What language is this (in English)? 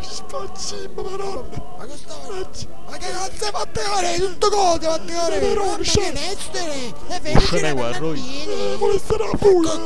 Neapolitan